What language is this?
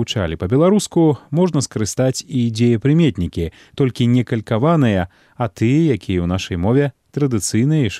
Belarusian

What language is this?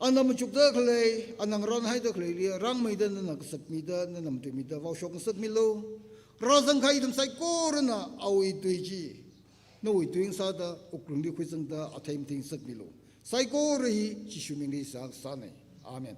Tangkhul Naga (India)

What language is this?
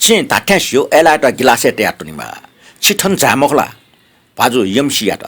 Newari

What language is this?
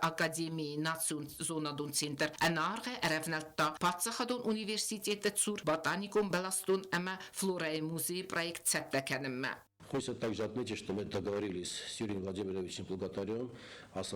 Ossetic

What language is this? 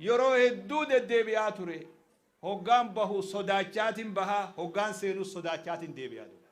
Oromo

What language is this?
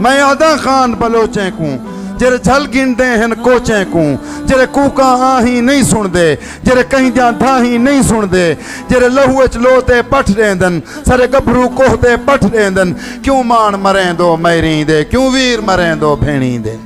Saraiki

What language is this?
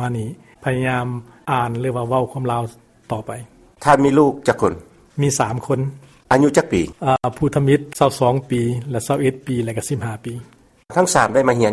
Lao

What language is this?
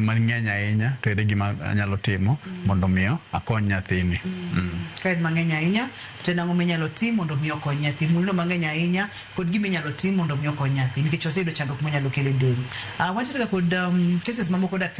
Luo (Kenya and Tanzania)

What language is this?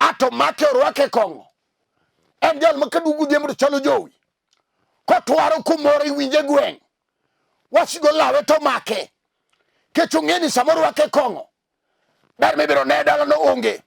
Luo (Kenya and Tanzania)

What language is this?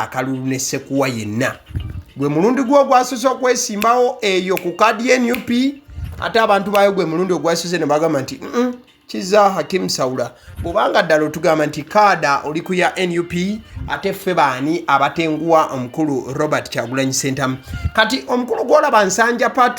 Ganda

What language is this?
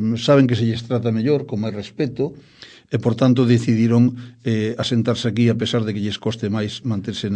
Galician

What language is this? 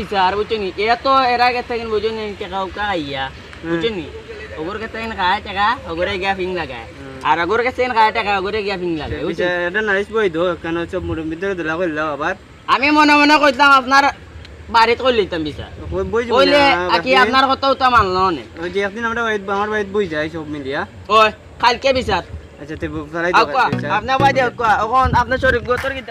Sylheti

